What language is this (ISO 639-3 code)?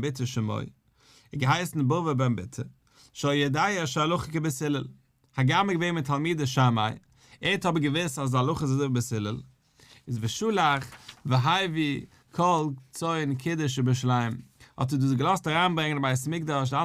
yid